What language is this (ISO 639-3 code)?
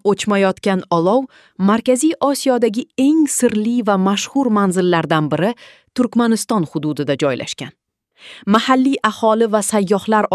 uzb